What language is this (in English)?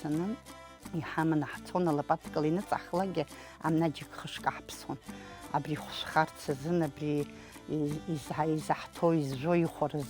Abkhazian